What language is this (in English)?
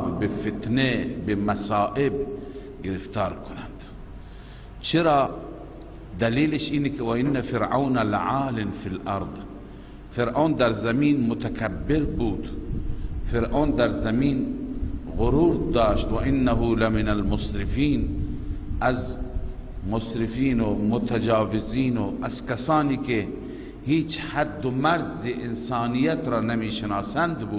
Persian